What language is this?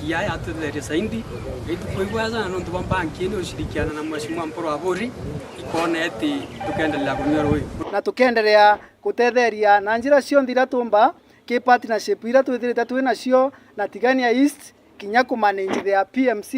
Meru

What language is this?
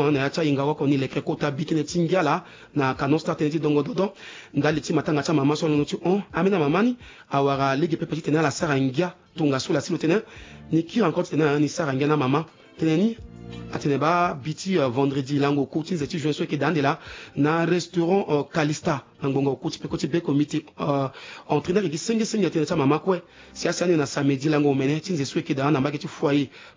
Sango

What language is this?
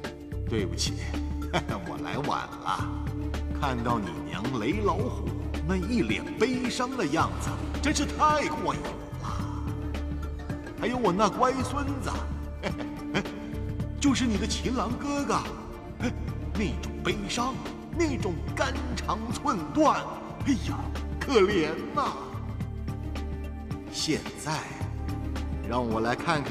Chinese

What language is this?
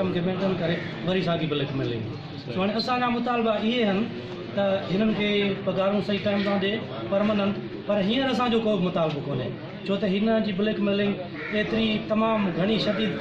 Sindhi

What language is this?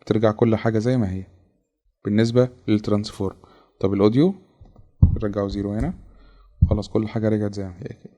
Egyptian Arabic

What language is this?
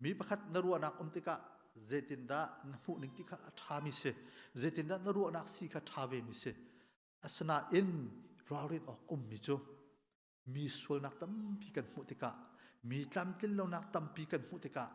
Hakha Chin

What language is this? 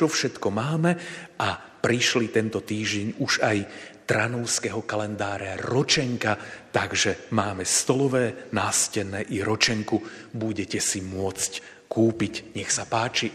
Slovak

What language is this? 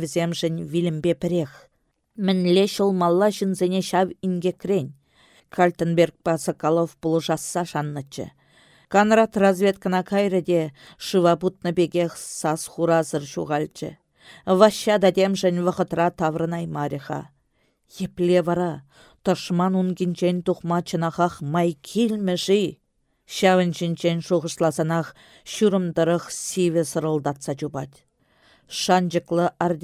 Chuvash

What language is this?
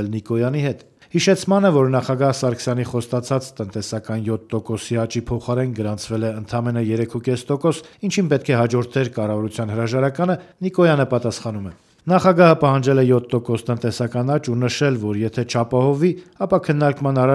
Armenian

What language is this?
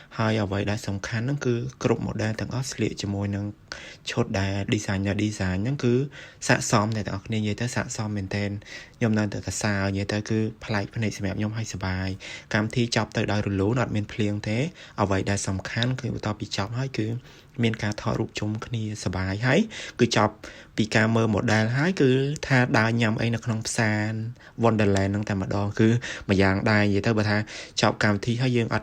Khmer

